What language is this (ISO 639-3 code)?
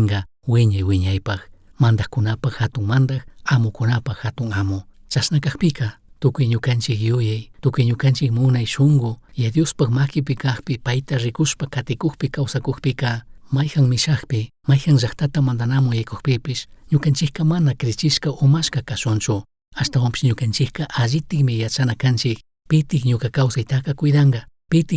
qug